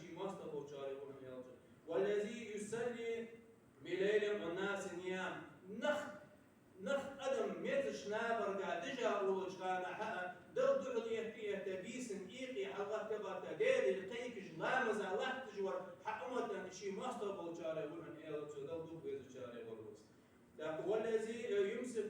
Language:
Ingush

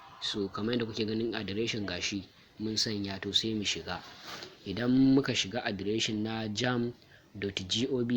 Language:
Hausa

